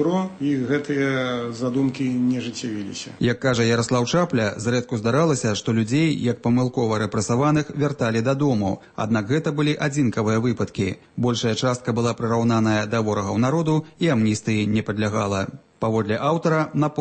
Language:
Belarusian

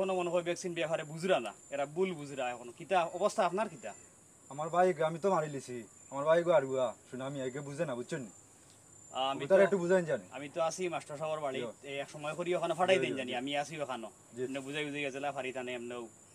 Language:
Sylheti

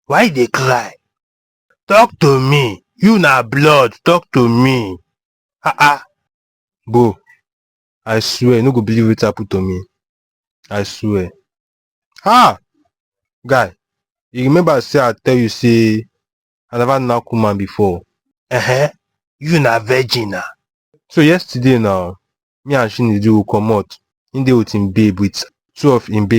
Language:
Nigerian Pidgin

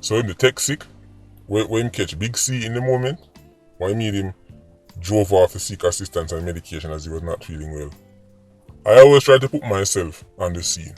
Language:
Jamaican Creole English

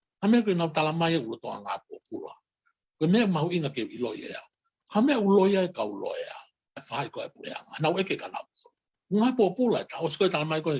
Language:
Tongan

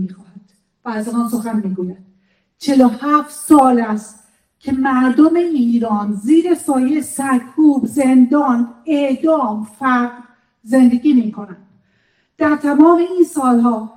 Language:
Persian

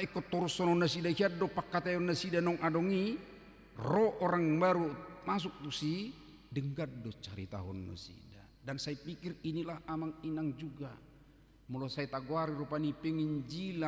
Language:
Batak Toba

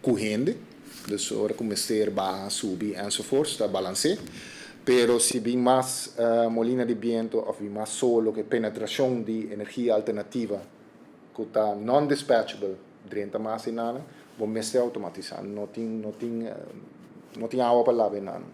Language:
Papiamento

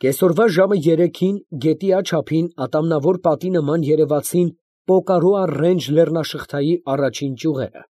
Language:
Armenian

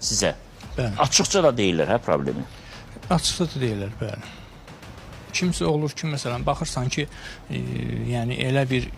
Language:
Azerbaijani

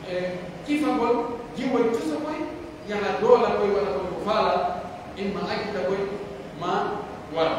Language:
Pular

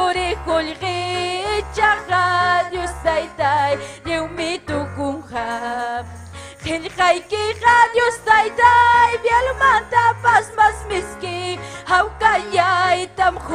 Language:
Ayacucho Quechua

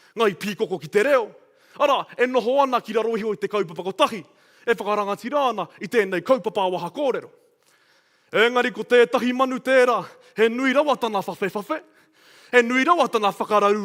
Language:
Māori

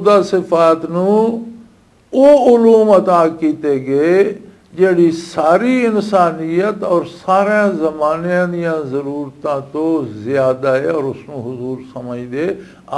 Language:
Western Panjabi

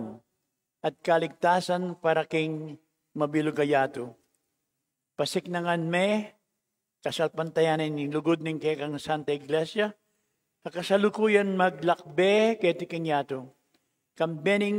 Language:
Pampanga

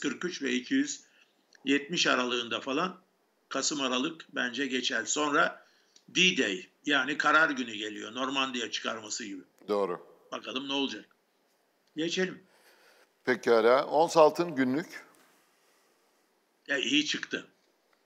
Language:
Turkish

